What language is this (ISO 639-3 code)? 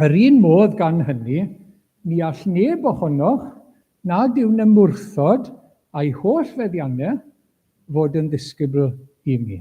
cym